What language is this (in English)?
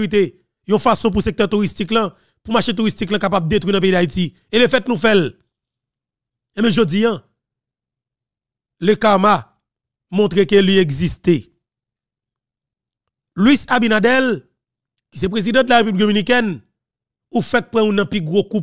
Haitian Creole